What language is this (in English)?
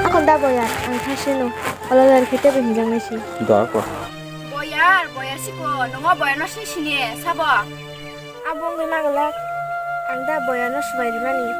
Kok Borok